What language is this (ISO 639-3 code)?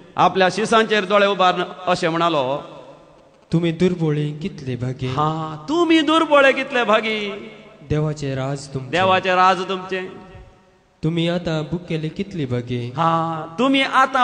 kok